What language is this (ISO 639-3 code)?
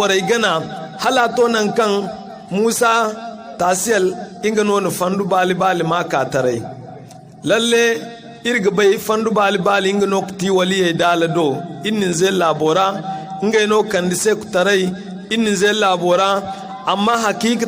dje